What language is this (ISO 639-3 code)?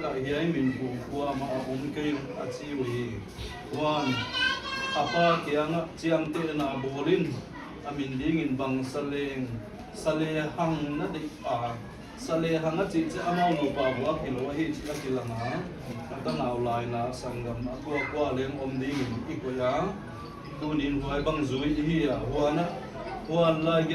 pck